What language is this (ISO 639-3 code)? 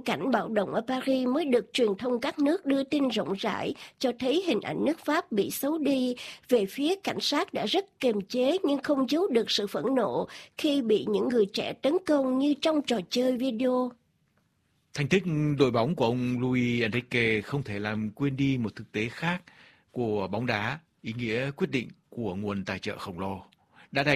vie